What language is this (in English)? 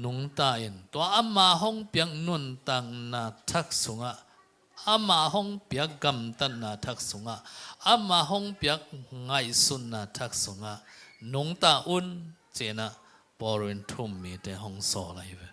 Tedim Chin